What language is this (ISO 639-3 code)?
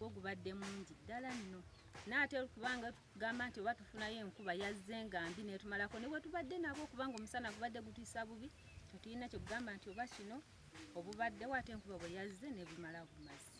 lug